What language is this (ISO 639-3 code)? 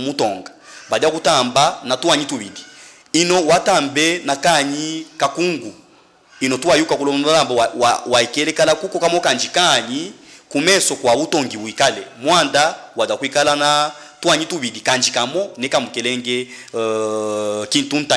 lub